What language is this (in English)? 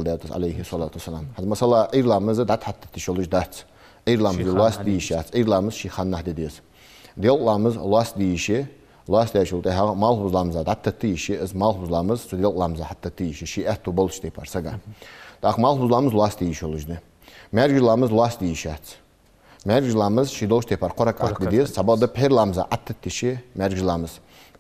Ingush